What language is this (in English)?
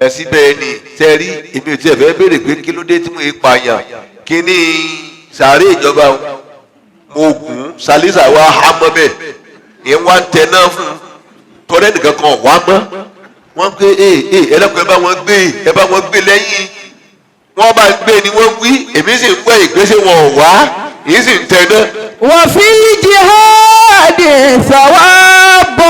Yoruba